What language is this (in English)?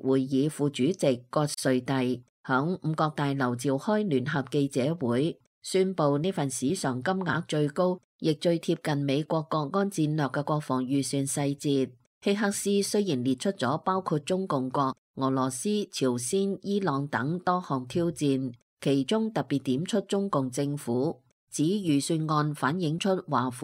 Cantonese